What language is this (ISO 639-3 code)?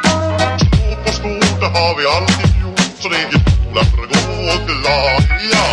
swe